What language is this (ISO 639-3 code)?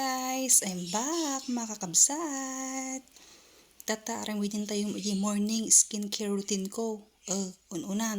ilo